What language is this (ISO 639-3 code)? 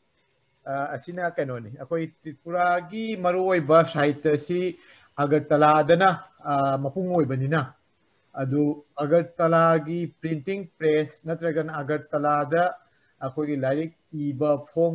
mni